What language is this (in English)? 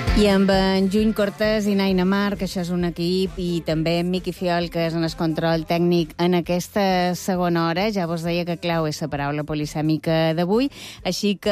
Catalan